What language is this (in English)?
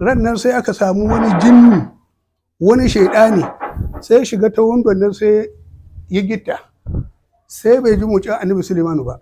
Hausa